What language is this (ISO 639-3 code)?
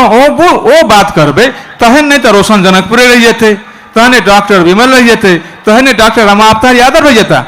mai